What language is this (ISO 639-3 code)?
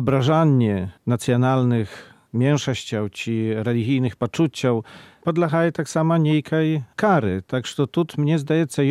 bel